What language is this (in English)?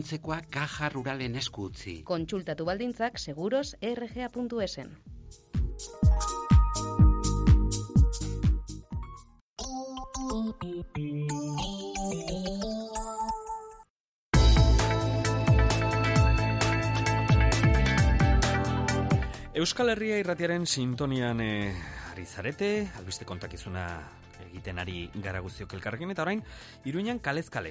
Basque